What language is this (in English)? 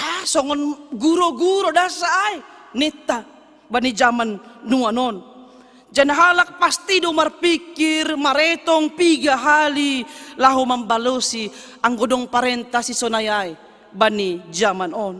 Batak Simalungun